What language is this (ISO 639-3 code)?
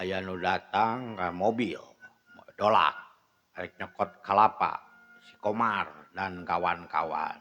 sun